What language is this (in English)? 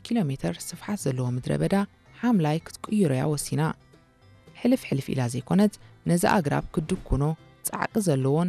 Tigrinya